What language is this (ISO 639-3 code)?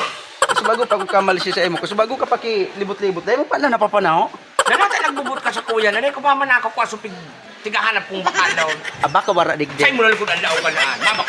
bik